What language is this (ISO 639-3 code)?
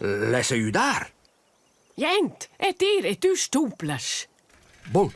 roh